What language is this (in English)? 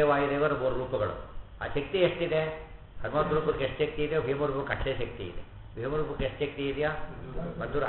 Kannada